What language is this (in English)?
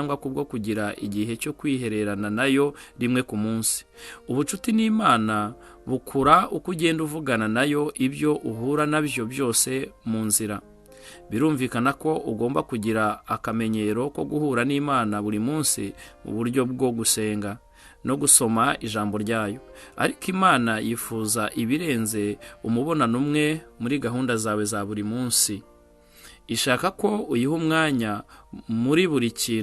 Kinyarwanda